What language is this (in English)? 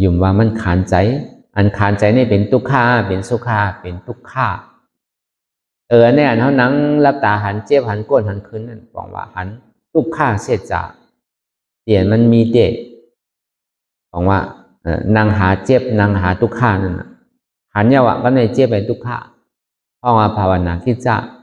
Shan